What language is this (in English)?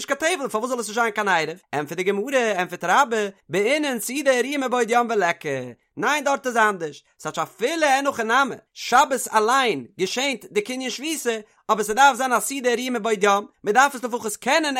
Yiddish